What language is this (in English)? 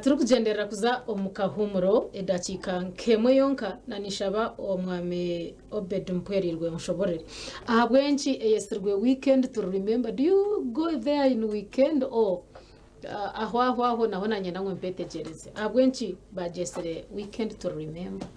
Nyankole